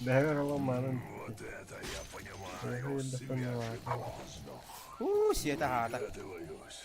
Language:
Yakut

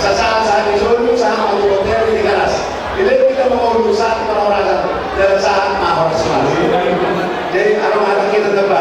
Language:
Batak Toba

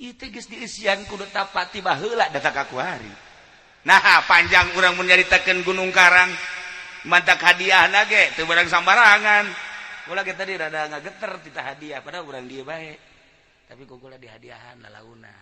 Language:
Sundanese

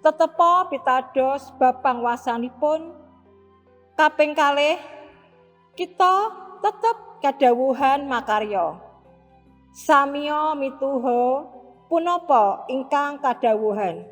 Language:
Javanese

